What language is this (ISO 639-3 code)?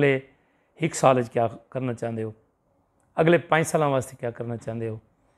skr